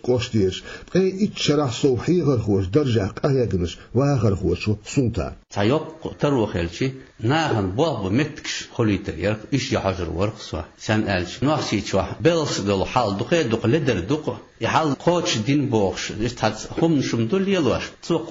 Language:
Chechen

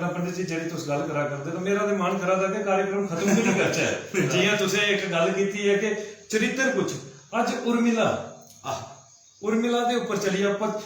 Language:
Dogri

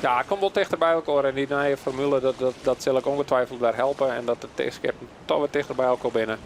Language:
Western Frisian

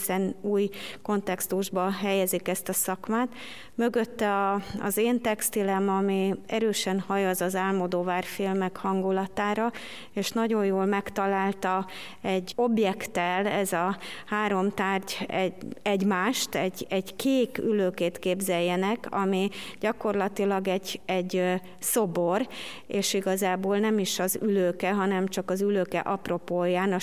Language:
Hungarian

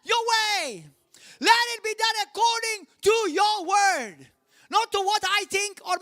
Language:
English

